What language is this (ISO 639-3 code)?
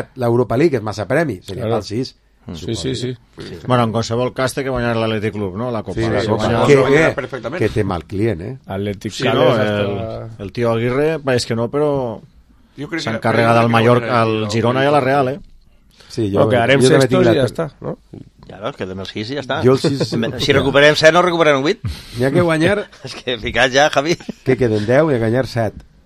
cat